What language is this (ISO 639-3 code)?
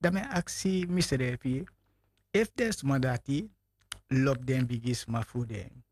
srn